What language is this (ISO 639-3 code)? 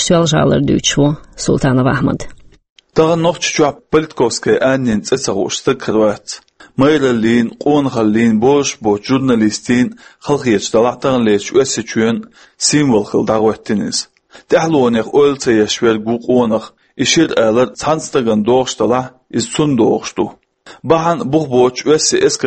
che